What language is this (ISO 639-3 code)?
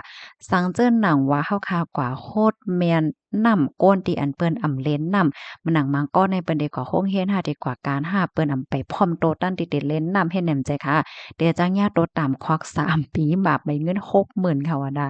shn